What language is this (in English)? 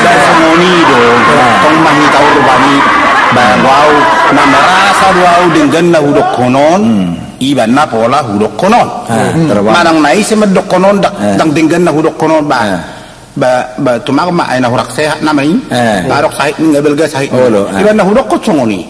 Batak Toba